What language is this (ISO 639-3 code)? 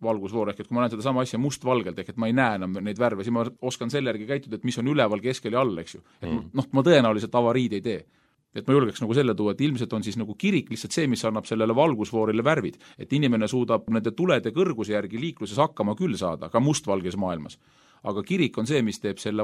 est